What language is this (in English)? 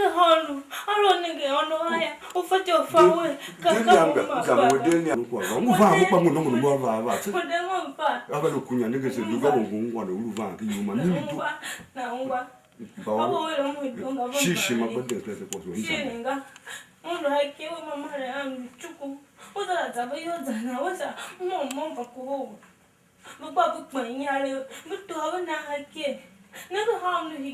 Tiv